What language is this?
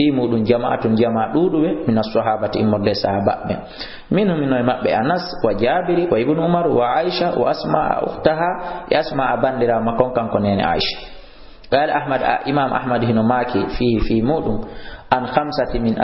Fula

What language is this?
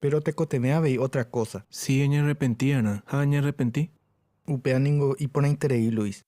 Guarani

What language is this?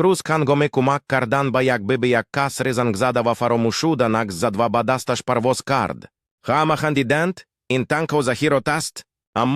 Tajik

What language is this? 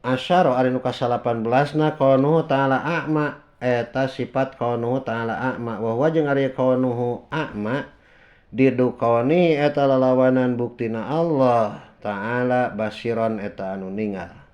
Sundanese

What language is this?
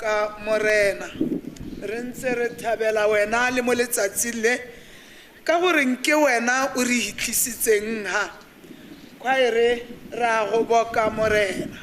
Tswana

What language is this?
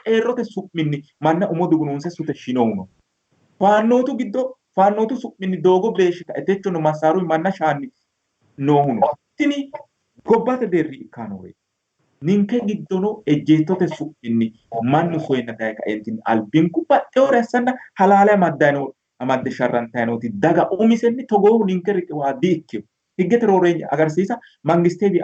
Sidamo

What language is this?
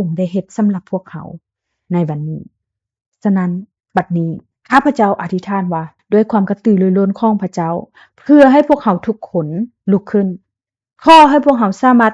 Lao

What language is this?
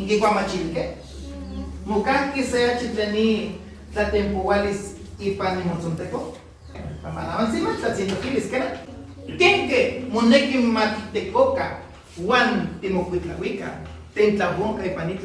Nahuatl languages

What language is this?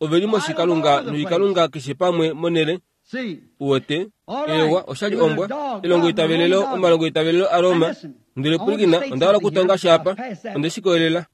Kuanyama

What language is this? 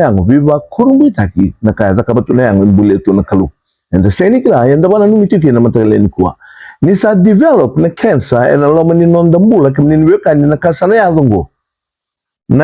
Fijian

